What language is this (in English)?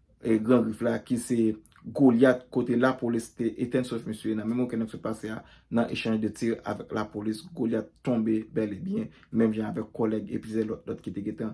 Haitian Creole